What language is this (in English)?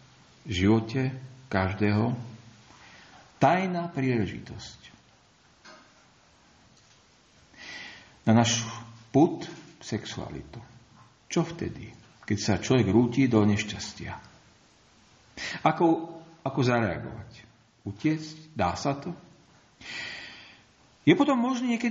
Slovak